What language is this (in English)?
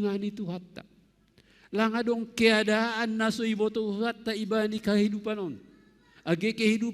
Batak Simalungun